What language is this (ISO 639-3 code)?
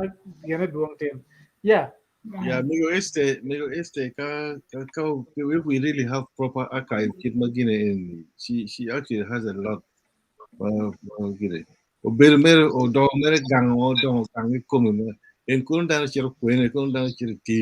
ach